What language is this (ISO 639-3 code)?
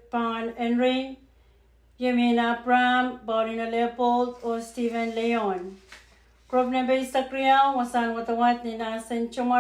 pon